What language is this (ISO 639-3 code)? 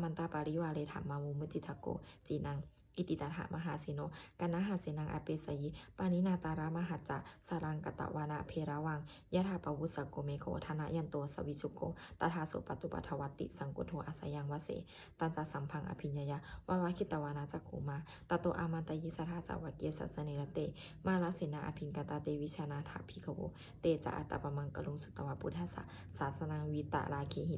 pli